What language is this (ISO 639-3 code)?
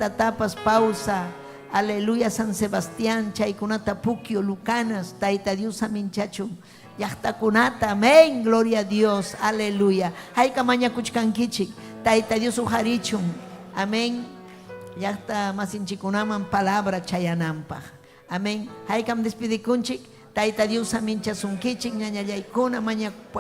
quy